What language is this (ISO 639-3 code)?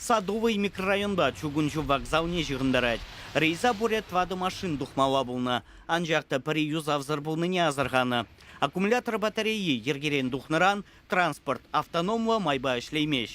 chv